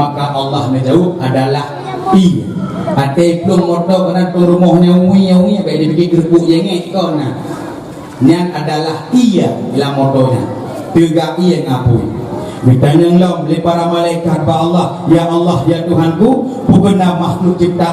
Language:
Achinese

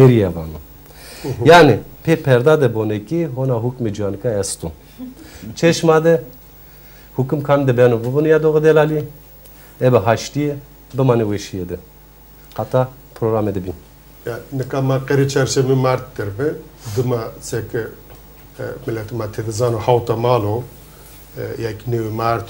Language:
Zaza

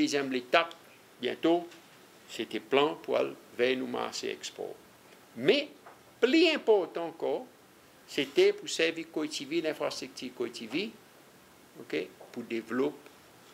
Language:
Seselwa Creole French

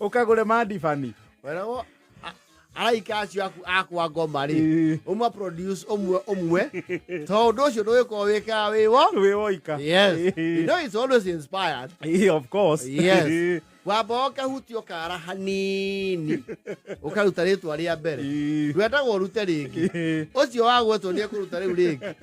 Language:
Kikuyu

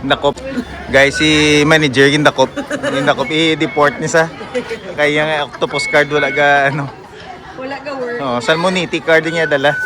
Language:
Hiligaynon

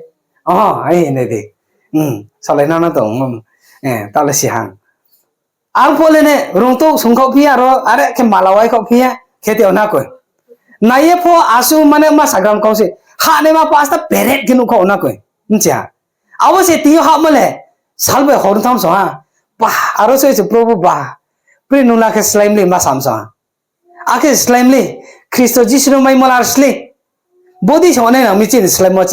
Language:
Riang (India)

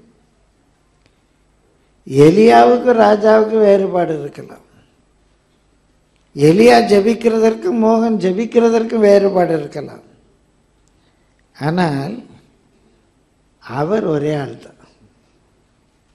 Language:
Tamil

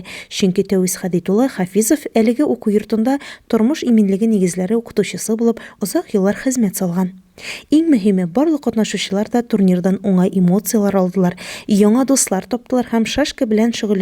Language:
Tatar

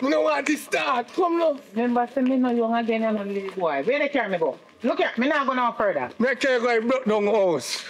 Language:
Jamaican Creole English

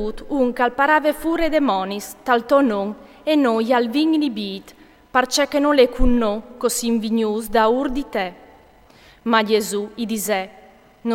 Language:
Friulian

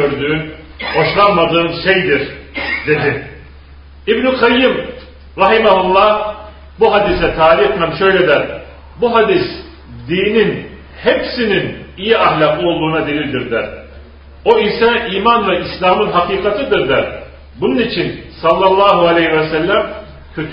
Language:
Turkish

